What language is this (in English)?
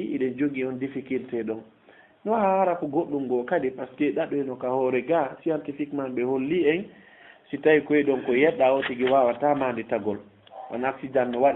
Fula